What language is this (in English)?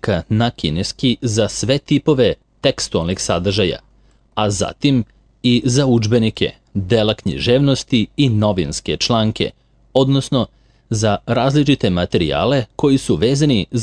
Serbian